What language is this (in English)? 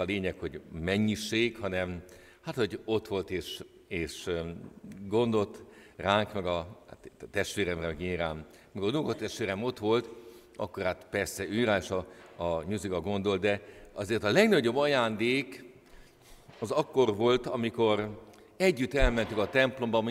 Hungarian